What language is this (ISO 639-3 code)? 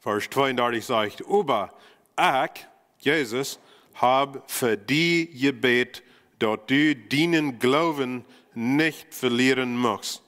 pdt